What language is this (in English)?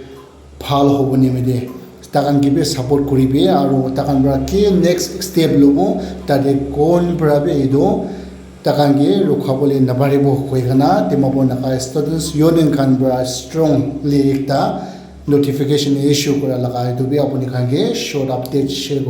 Naga Pidgin